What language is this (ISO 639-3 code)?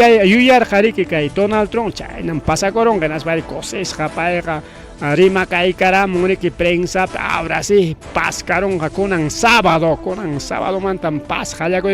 quy